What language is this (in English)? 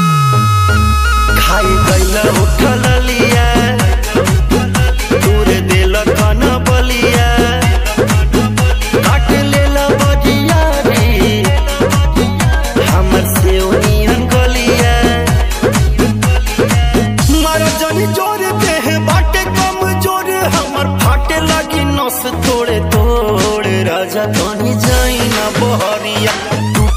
Bhojpuri